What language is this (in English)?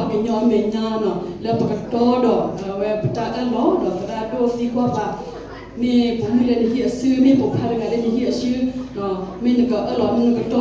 S'gaw Karen